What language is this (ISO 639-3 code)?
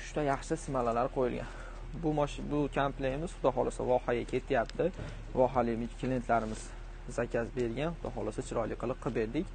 uzb